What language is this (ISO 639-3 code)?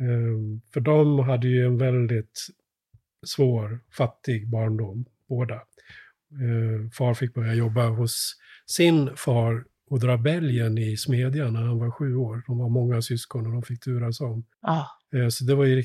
swe